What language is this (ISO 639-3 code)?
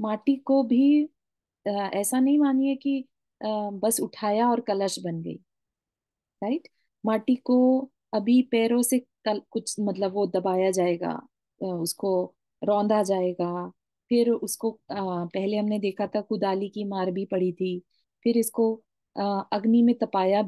hin